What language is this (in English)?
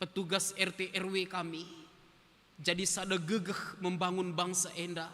Batak Karo